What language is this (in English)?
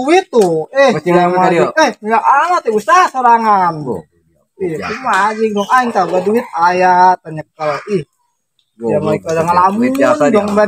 Sundanese